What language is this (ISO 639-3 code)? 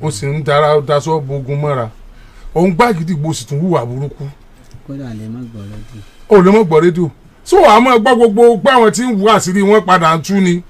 yor